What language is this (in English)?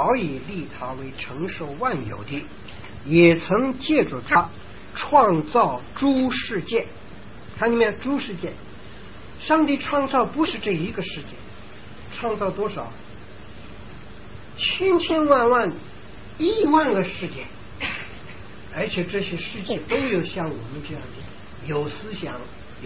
Chinese